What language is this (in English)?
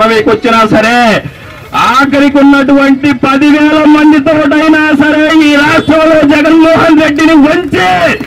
Telugu